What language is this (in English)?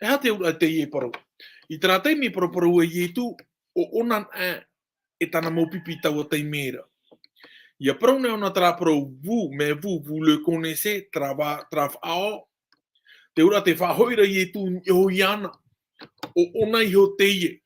Tahitian